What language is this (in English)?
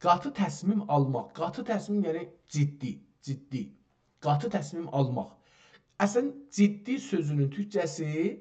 South Azerbaijani